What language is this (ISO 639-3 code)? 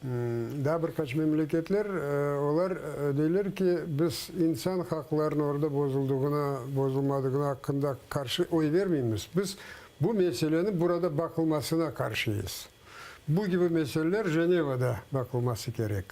crh